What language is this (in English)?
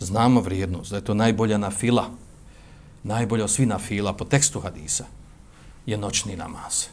Bosnian